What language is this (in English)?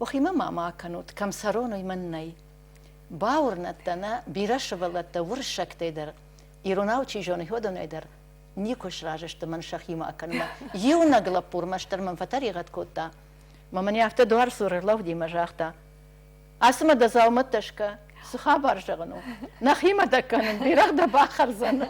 Ossetic